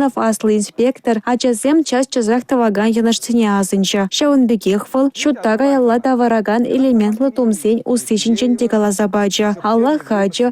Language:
Chuvash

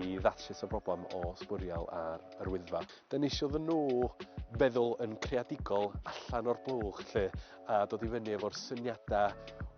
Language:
Welsh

